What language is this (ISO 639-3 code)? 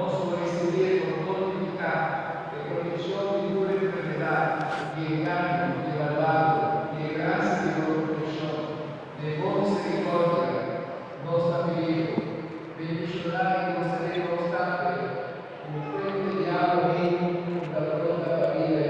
pap